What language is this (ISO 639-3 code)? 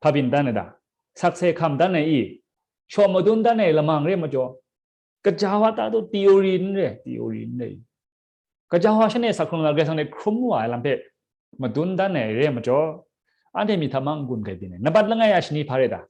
kac